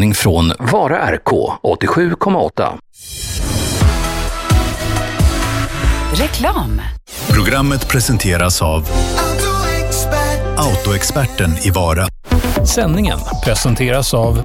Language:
Swedish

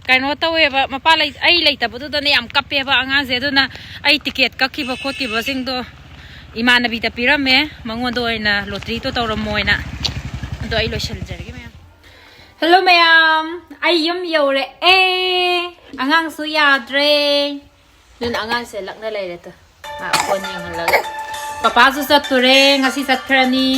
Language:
Manipuri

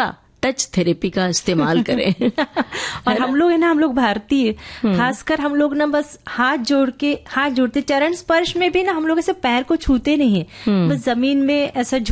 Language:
Hindi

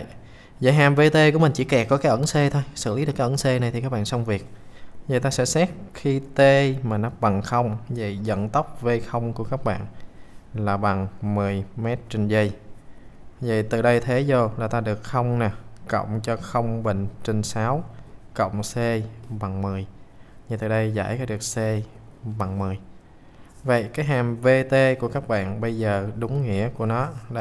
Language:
Vietnamese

